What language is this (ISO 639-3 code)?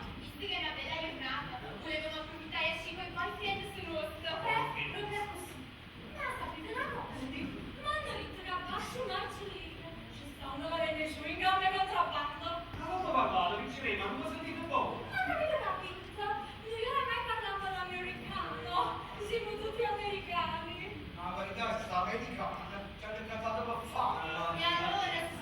nap